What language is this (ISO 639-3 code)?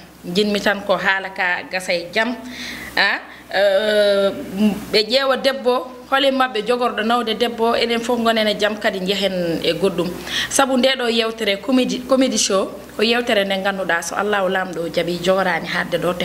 ful